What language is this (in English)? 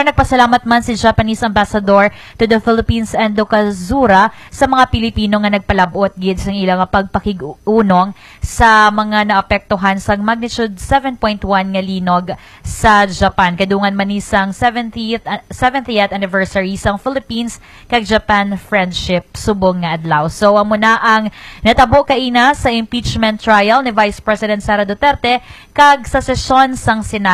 Hiligaynon